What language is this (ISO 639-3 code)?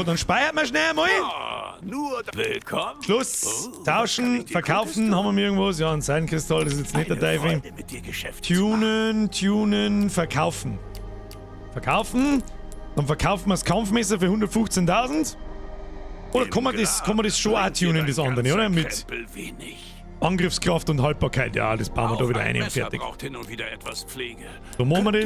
bar